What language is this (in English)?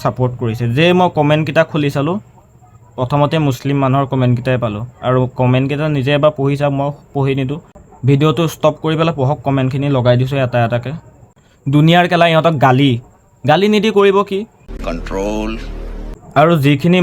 Assamese